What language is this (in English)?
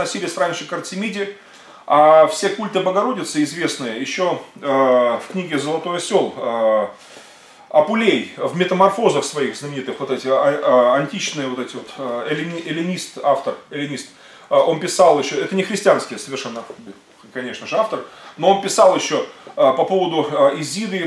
Russian